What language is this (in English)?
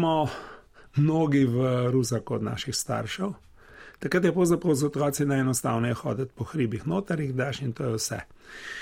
Slovenian